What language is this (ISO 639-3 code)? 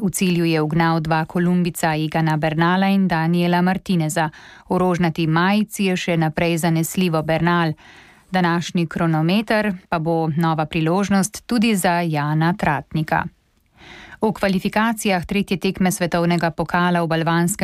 slv